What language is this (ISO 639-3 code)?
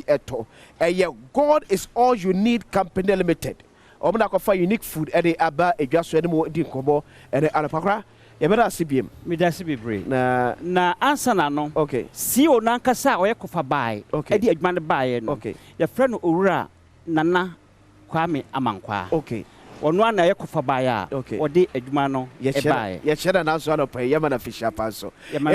aka